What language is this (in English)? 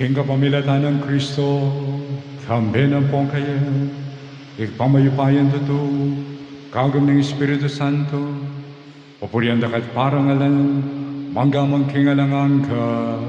Pampanga